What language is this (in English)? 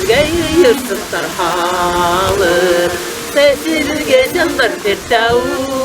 Bashkir